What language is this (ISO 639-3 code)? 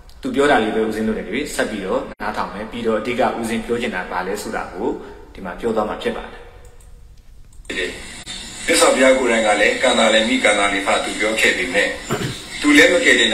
mya